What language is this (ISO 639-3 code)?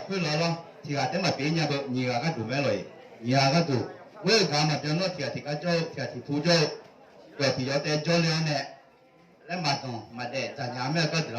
ahk